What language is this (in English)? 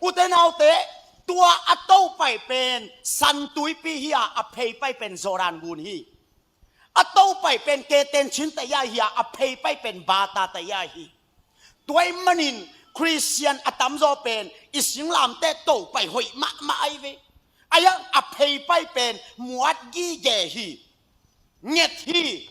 Tedim Chin